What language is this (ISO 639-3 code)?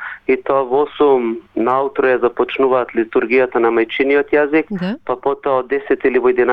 mkd